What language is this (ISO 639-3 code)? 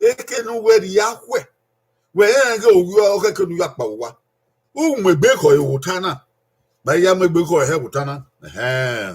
bin